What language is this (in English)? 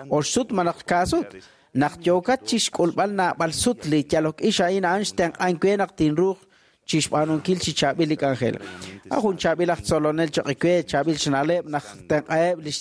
Kekchí